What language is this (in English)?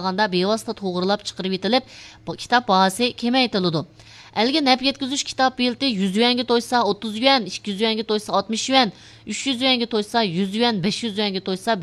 Uyghur